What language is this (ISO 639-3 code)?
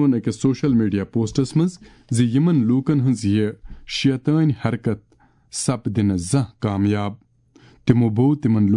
kas